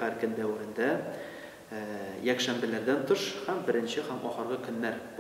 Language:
Tatar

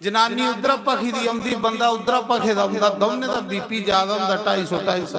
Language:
Dogri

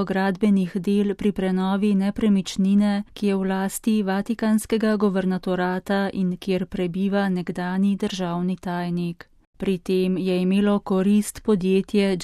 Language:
Slovenian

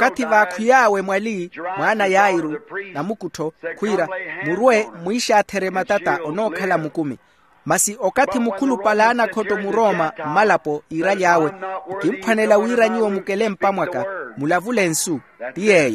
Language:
Makhuwa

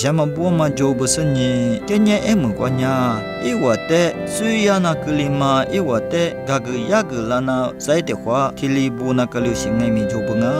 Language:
Lisu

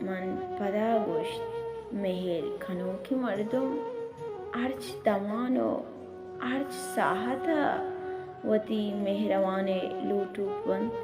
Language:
Baluchi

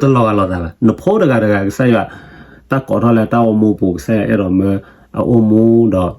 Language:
S'gaw Karen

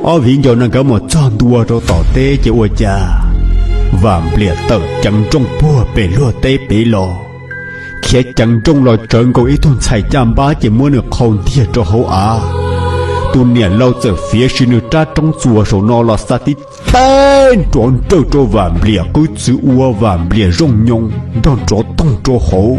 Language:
Hmong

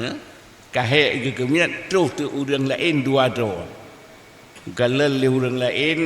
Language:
Achinese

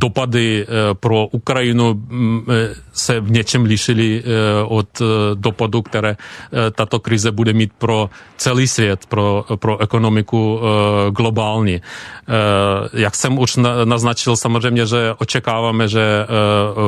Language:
Czech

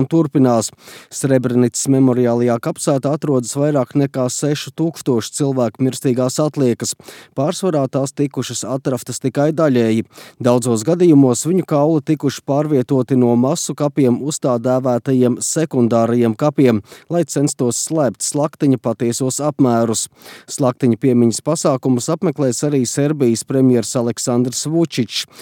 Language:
Latvian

